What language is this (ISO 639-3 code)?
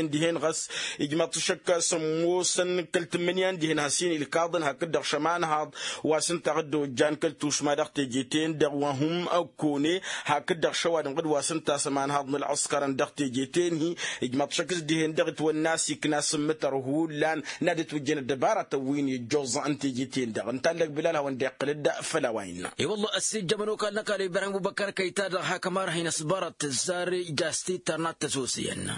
taq